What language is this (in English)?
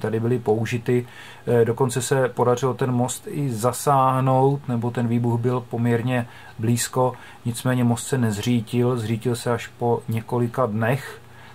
Czech